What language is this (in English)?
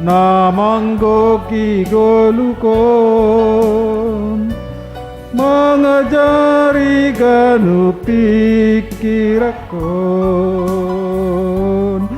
Batak Simalungun